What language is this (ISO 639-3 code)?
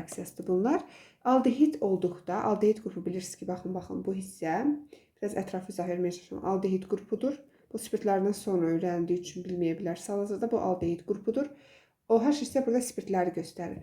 aze